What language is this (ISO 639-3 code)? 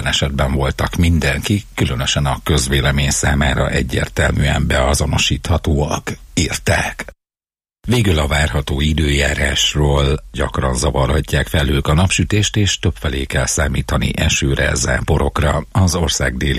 hun